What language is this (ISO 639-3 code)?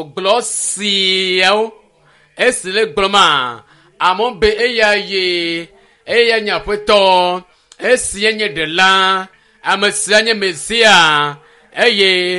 ewe